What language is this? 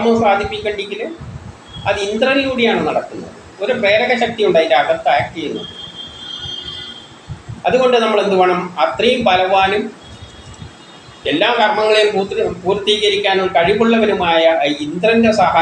Malayalam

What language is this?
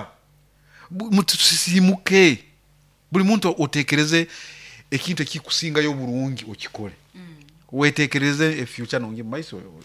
Nyoro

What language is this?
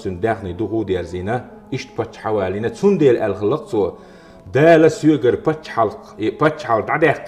Chechen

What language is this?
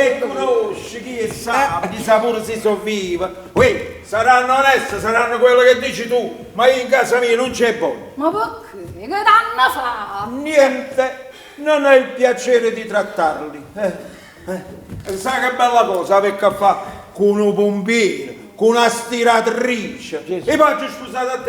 Neapolitan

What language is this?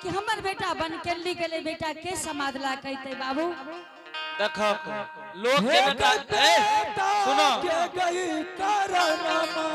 Angika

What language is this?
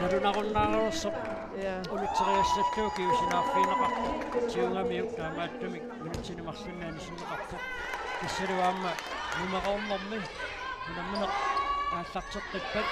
Kalaallisut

